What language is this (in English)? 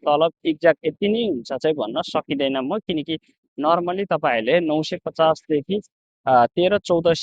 Nepali